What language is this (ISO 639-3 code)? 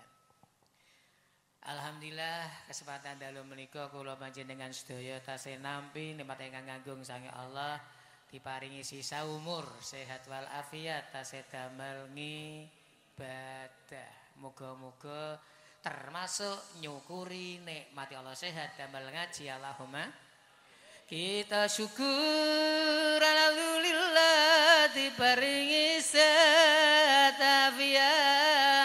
jav